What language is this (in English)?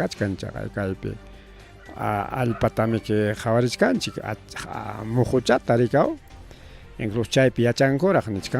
Ayacucho Quechua